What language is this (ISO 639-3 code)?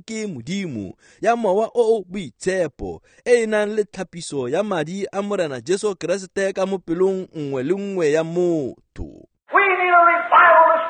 tsn